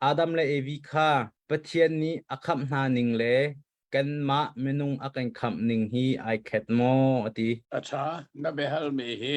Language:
Hakha Chin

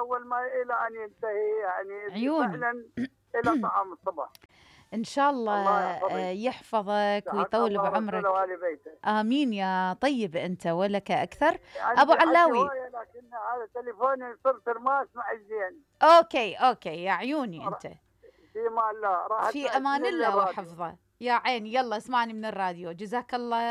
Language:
Mesopotamian Arabic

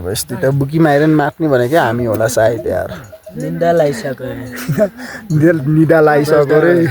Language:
Nepali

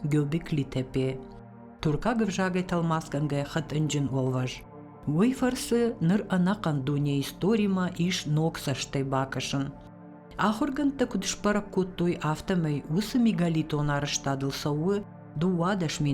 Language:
Ossetic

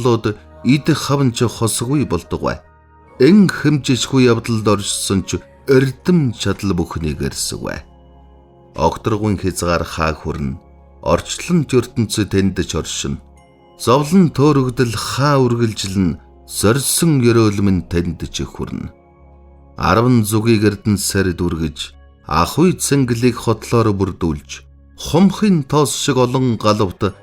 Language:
Mongolian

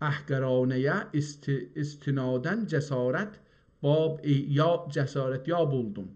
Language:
South Azerbaijani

